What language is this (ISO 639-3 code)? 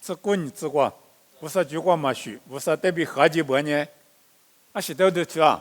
lis